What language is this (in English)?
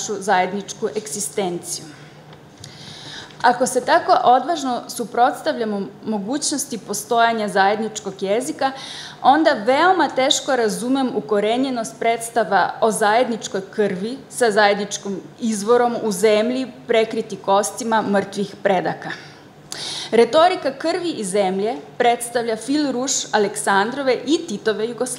Croatian